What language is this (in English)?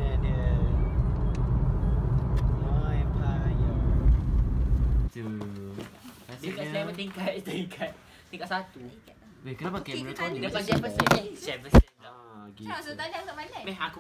Malay